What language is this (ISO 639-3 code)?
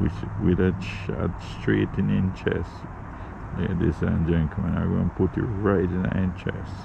jam